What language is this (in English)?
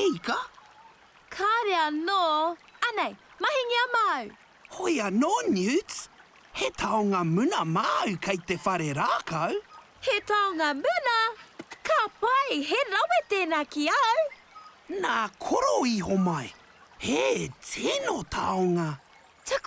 Māori